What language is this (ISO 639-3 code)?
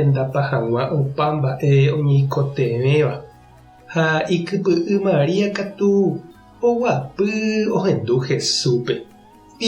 grn